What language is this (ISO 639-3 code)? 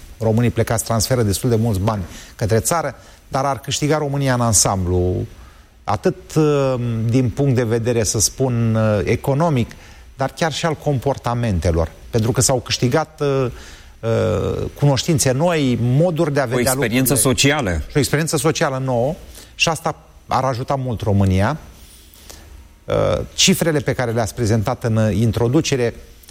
ron